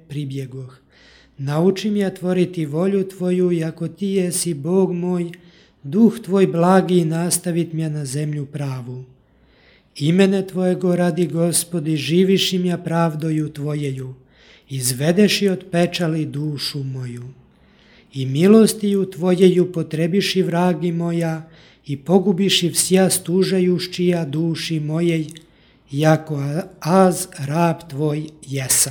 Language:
Church Slavic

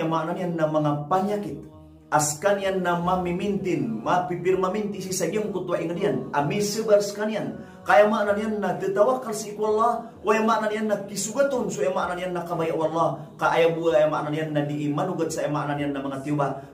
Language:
Maranao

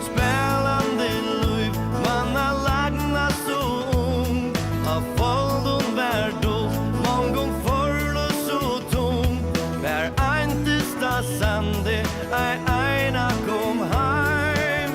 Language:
Faroese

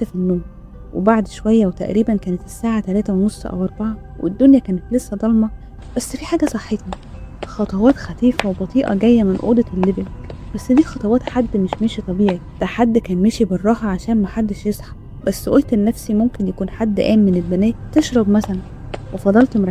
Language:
Egyptian Arabic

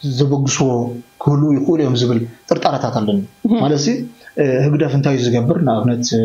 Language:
Tigrinya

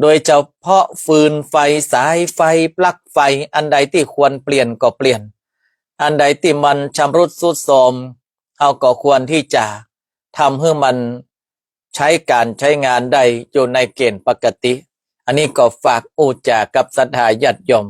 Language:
Northern Thai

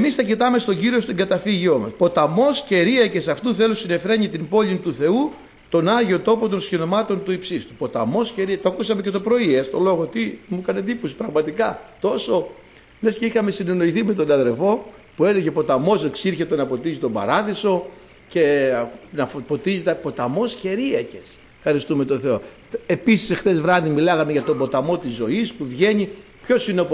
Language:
Greek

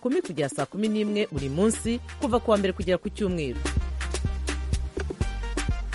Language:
Kinyarwanda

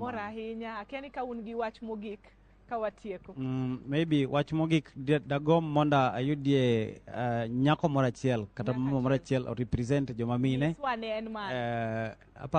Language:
Luo (Kenya and Tanzania)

